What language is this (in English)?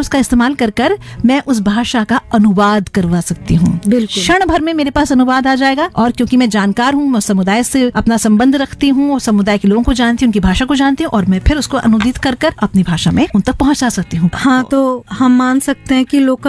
Hindi